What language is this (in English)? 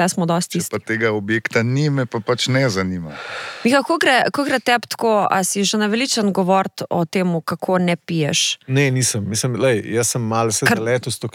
Slovenian